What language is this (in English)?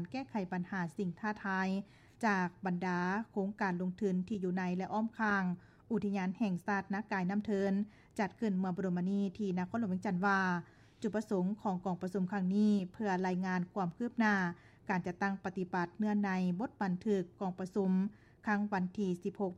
Lao